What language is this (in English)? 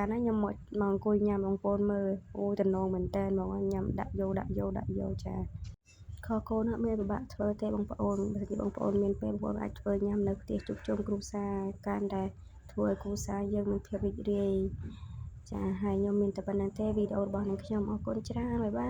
Khmer